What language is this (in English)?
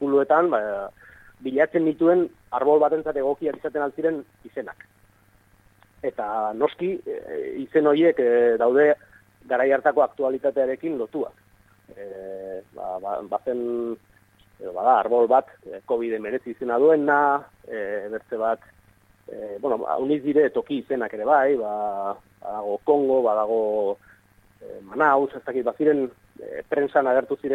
Basque